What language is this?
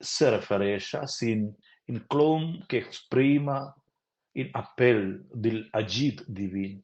Romansh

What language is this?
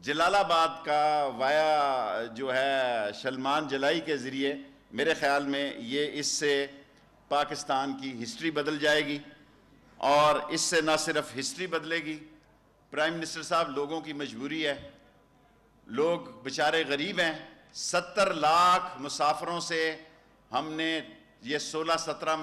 Urdu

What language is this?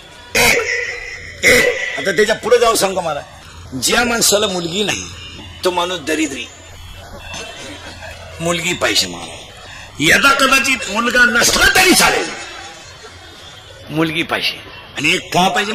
Marathi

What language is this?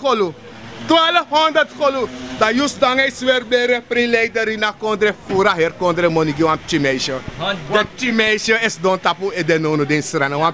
Sranan Tongo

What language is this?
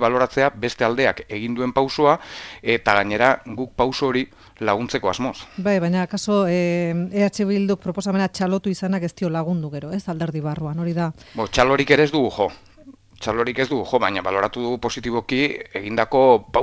Basque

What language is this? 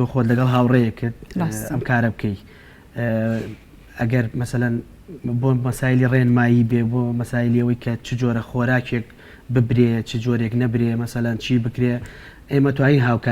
Central Kurdish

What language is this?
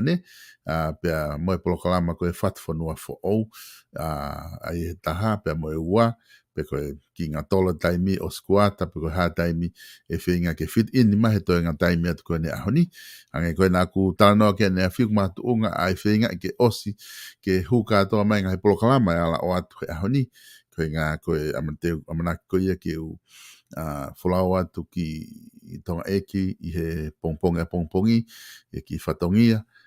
Tongan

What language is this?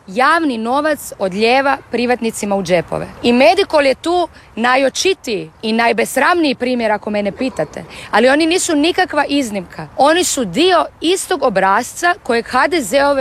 Croatian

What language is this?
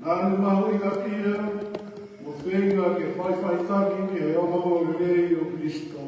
Tongan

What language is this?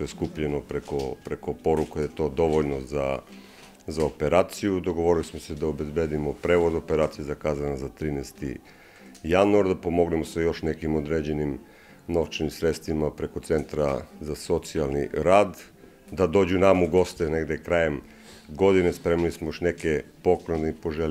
Serbian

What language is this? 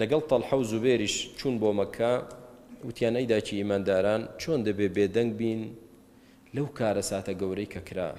Central Kurdish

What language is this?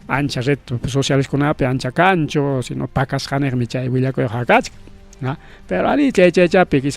Ayacucho Quechua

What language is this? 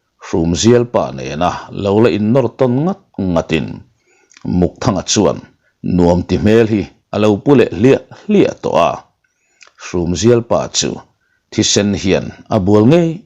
Mizo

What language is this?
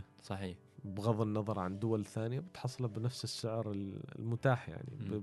Gulf Arabic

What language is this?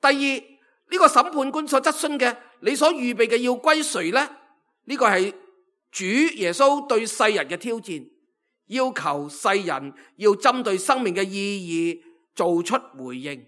Cantonese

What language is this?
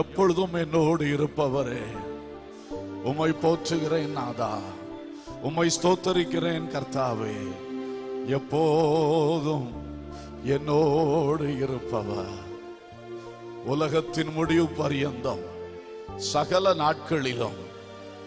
Tamil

